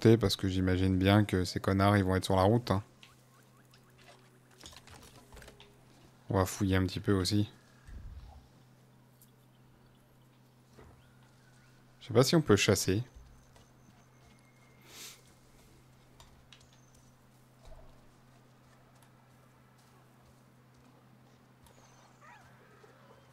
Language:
French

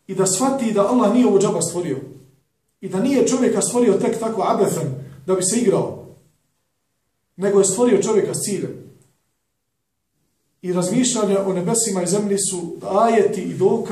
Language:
Bosnian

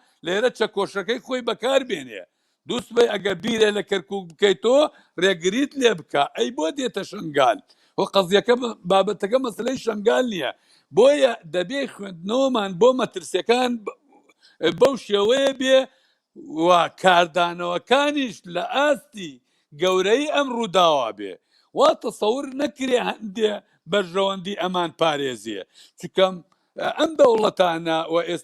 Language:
Central Kurdish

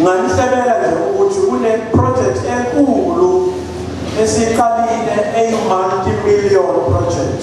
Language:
Zulu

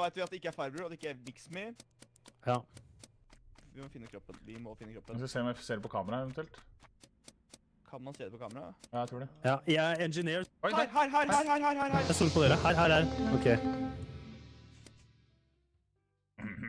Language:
Norwegian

